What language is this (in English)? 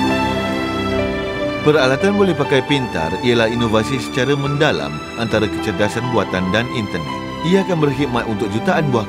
Malay